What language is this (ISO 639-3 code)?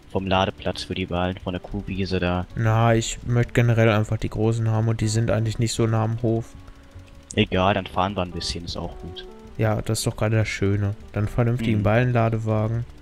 deu